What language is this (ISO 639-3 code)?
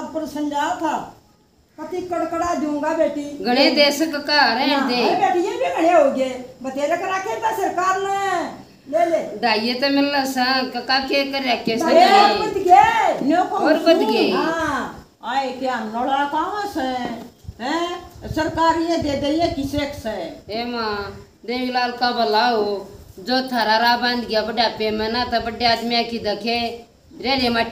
bgc